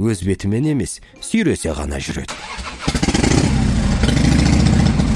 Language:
Kazakh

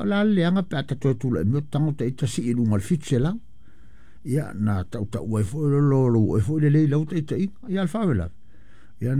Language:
Samoan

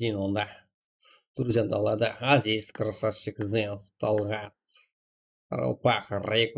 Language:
Kara-Kalpak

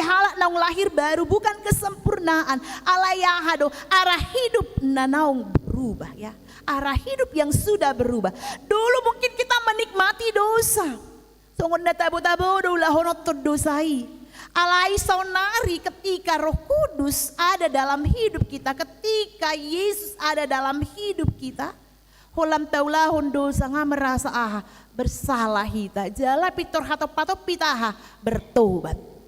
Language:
Batak Toba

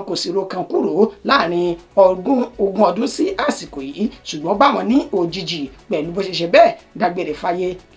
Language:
Yoruba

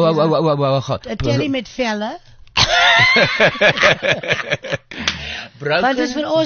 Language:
Afrikaans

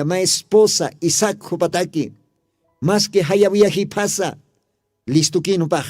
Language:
Aymara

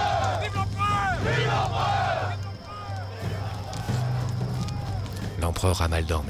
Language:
French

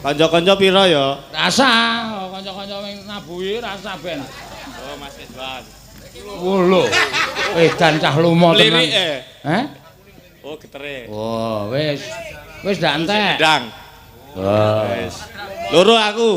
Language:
Javanese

